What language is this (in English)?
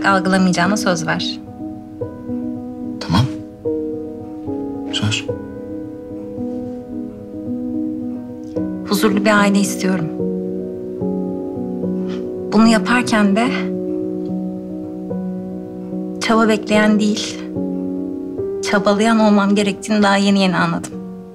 Turkish